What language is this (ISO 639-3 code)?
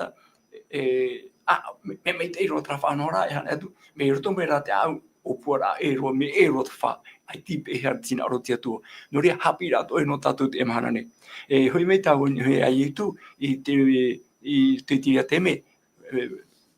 tah